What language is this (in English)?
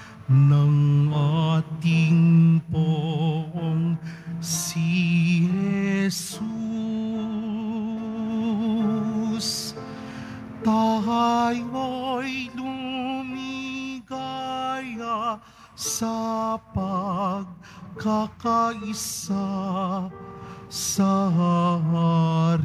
Filipino